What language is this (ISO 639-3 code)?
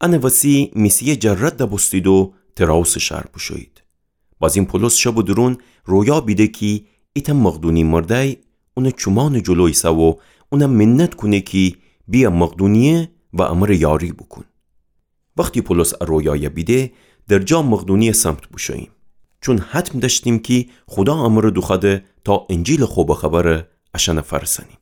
glk